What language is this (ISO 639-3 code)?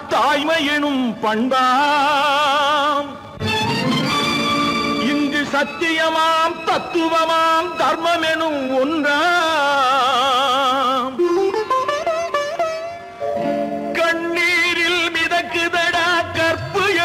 tam